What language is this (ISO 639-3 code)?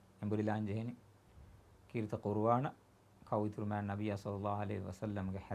div